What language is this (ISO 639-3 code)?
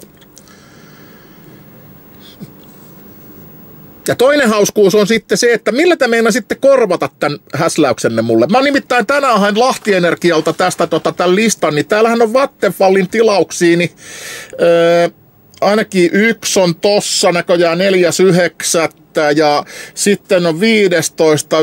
fin